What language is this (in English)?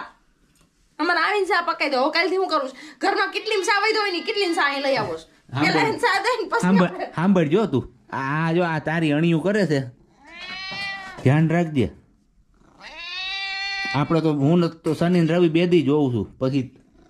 Gujarati